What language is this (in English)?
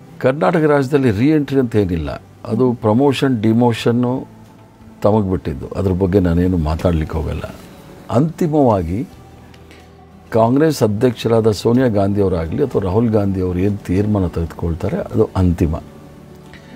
Kannada